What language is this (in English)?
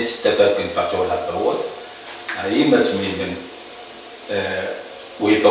Pohnpeian